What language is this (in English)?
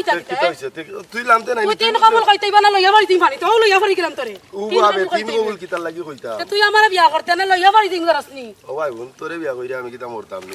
Sylheti